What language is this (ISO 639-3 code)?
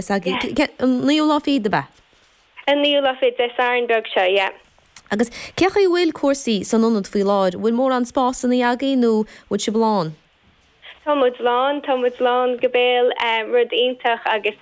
gle